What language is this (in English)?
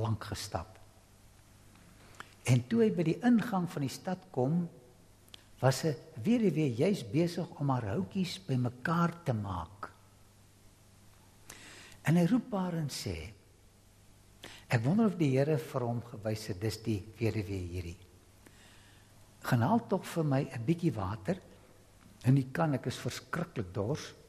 Afrikaans